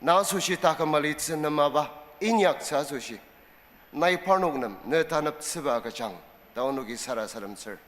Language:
Ao Naga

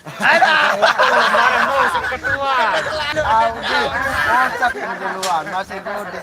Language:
Sasak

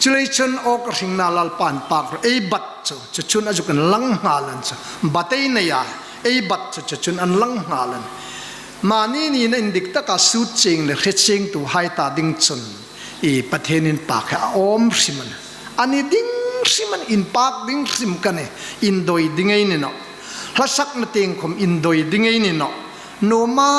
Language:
Hmar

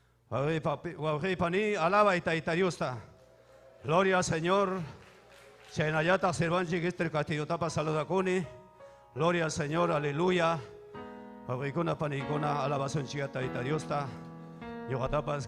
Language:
Ayacucho Quechua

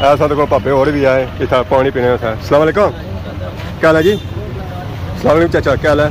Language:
Pahari-Potwari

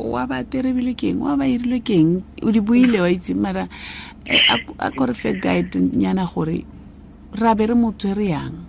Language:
Tswana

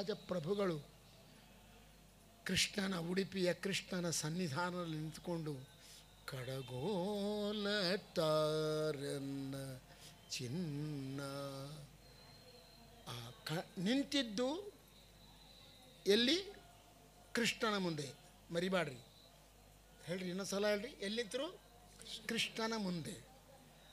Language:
Kannada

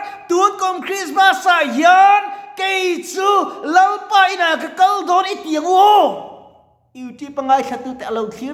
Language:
Mizo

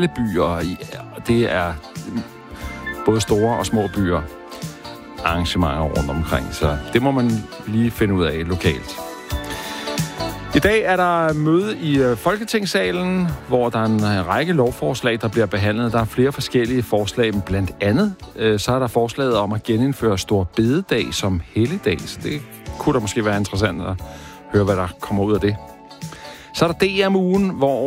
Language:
Danish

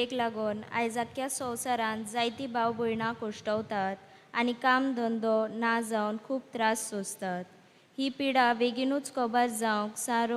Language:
Konkani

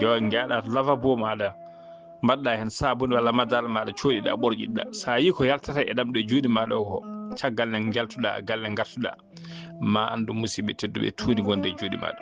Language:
Fula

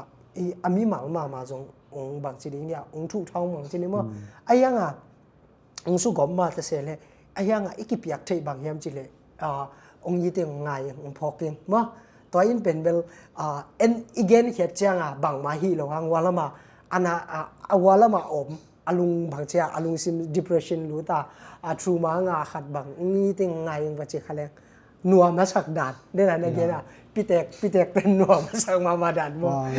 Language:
Tedim Chin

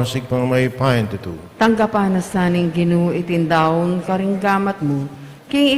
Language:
Pampanga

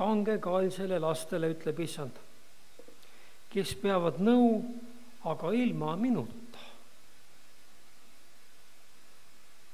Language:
Estonian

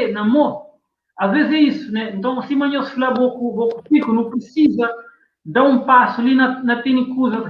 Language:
Kabuverdianu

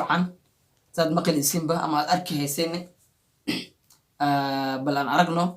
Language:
Somali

